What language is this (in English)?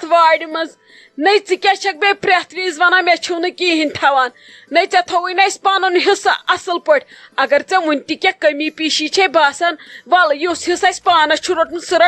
Kashmiri